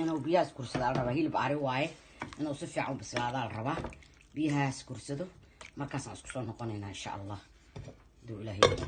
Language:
Somali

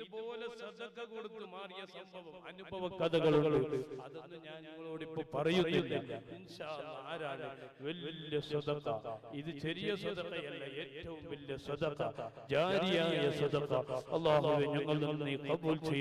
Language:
Malayalam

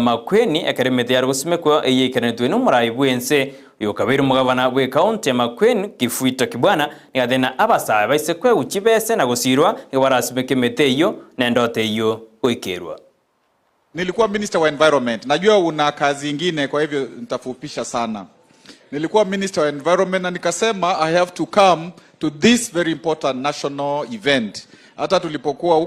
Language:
Gusii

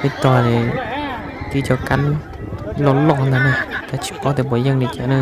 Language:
Hmong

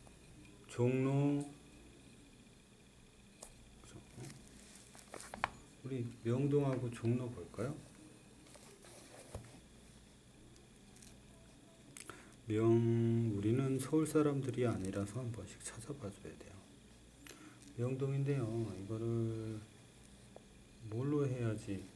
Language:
Korean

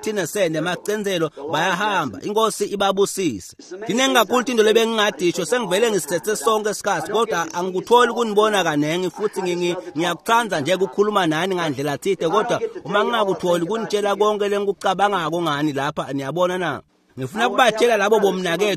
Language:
Swati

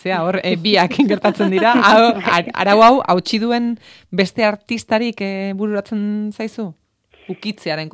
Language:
Basque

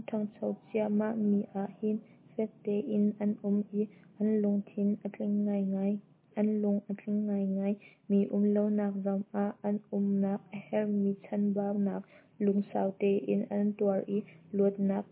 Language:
Hakha Chin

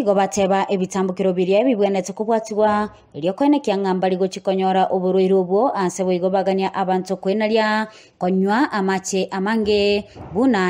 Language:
Gusii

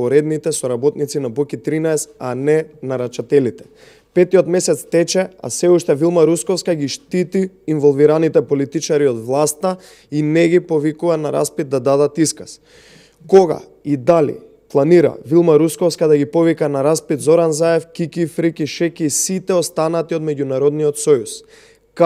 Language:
Macedonian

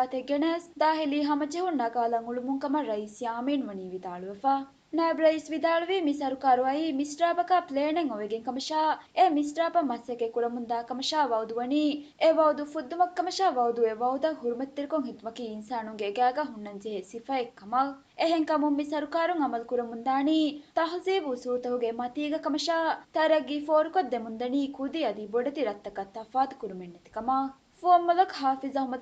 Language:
Divehi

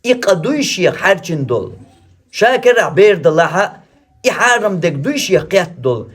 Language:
Chechen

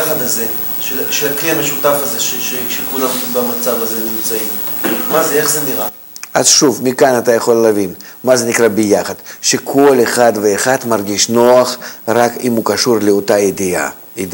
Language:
Hebrew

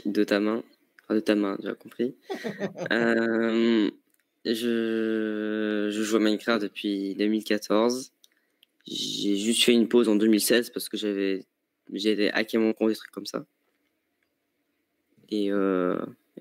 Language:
French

